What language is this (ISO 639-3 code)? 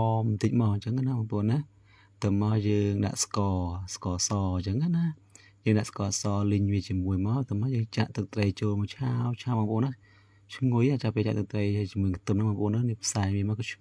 khm